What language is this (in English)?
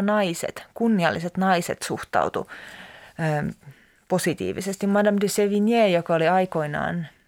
Finnish